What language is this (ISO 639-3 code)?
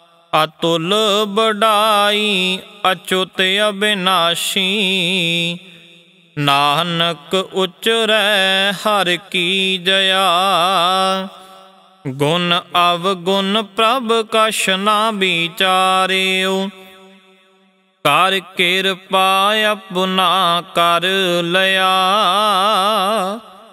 pan